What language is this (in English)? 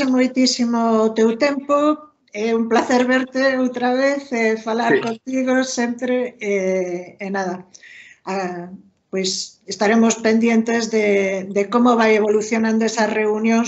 Galician